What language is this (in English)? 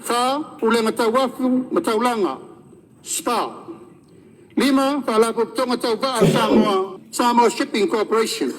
Samoan